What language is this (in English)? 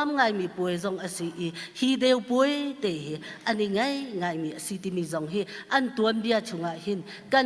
Hakha Chin